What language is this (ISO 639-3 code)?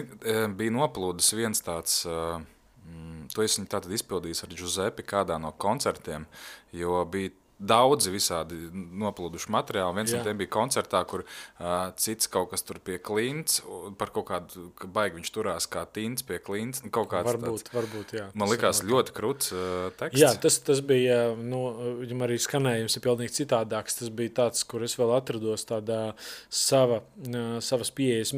lav